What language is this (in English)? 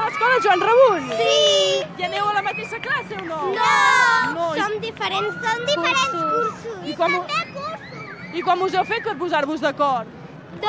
Catalan